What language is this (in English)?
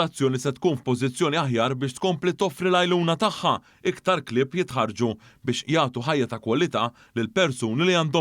Maltese